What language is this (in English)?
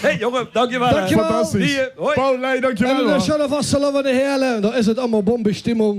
Limburgish